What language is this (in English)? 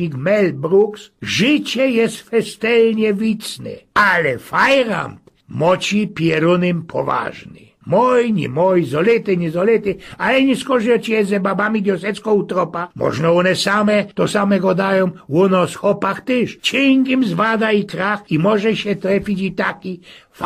Silesian